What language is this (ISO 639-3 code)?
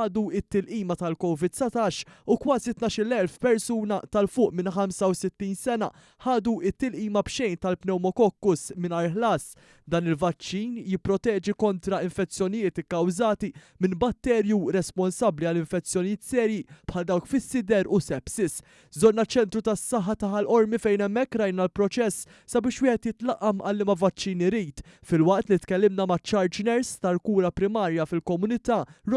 mlt